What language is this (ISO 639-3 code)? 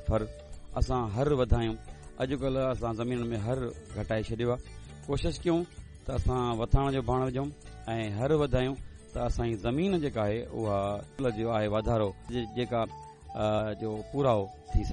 snd